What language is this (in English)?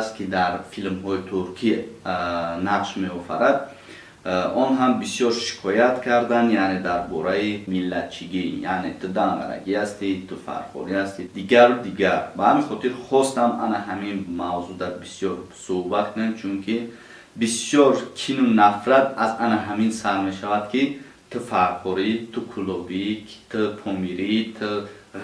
Tajik